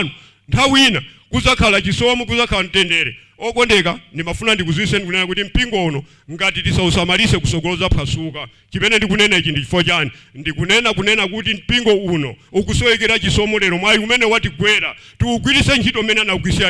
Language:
Nyanja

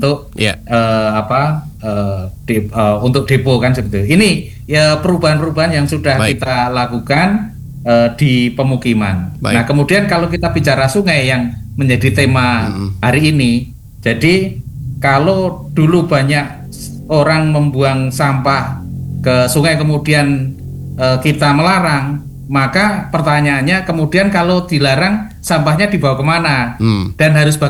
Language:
Indonesian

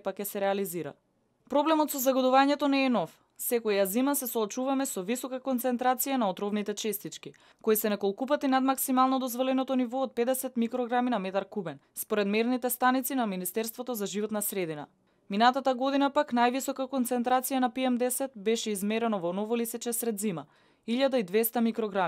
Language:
Macedonian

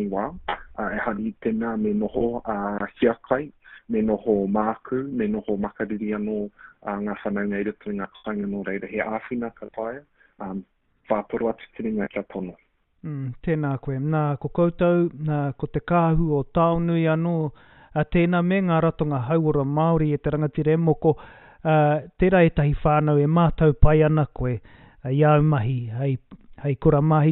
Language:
Māori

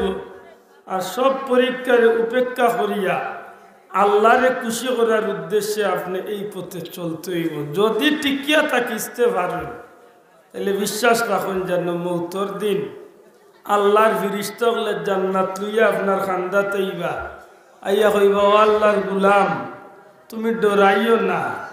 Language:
Sylheti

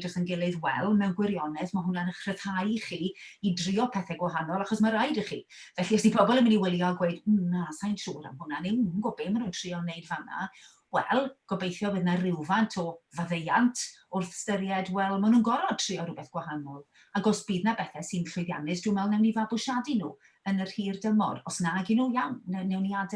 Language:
Welsh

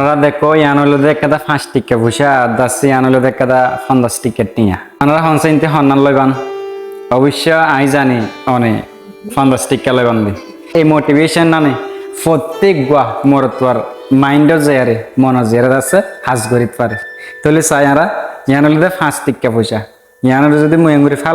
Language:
Rohingya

